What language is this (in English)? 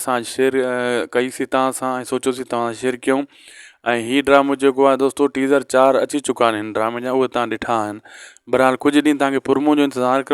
Sindhi